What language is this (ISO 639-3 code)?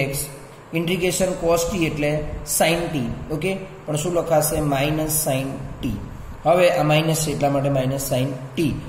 guj